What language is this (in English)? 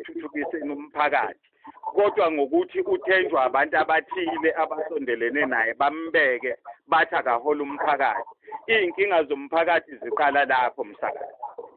Zulu